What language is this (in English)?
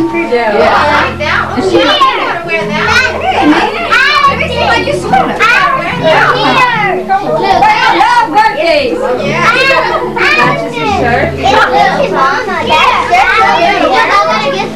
English